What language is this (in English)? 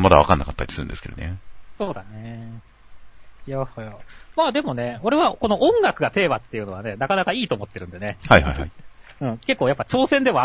Japanese